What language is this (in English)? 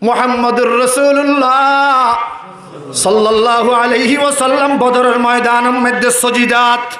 Rohingya